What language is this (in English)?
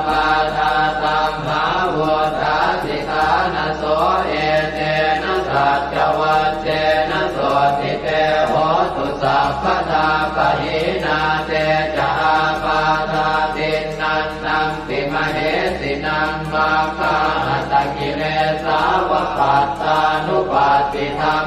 Pali